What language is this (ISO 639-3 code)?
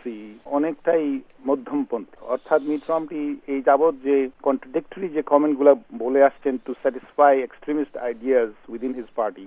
ben